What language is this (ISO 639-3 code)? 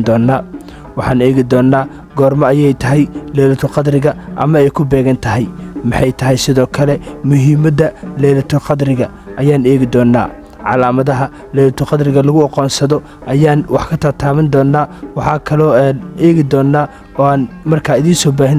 som